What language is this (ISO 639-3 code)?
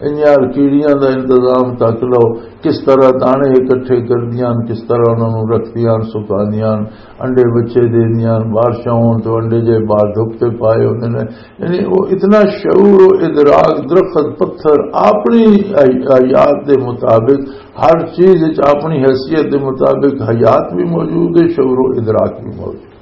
lah